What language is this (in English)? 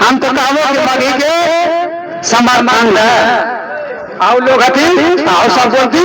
Magahi